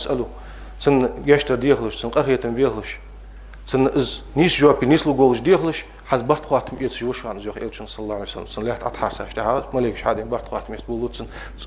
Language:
Ingush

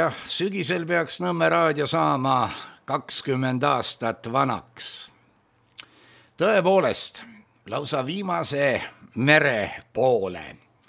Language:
Estonian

